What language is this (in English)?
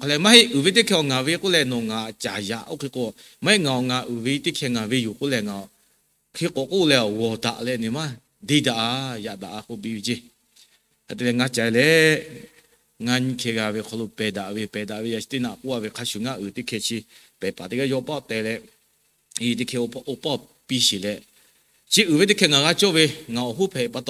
Lahu